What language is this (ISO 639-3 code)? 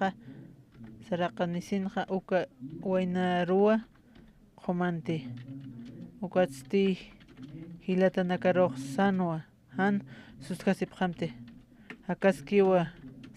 aym